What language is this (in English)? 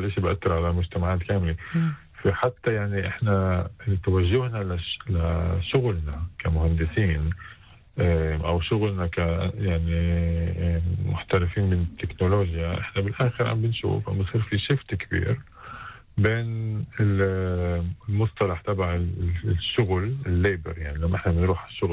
North Levantine Arabic